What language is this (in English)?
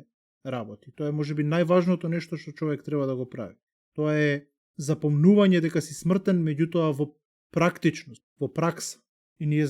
Macedonian